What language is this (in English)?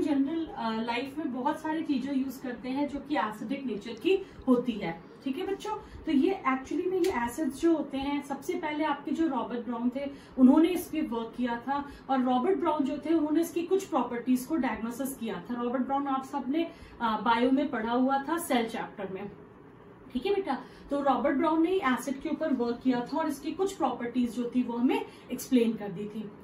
Hindi